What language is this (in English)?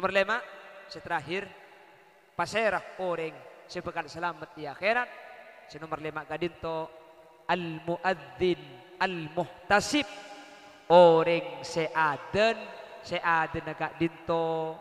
Madurese